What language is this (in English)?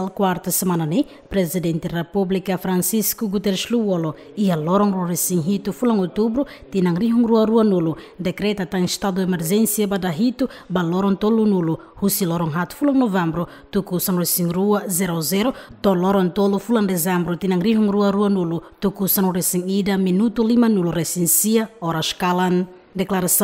Tetum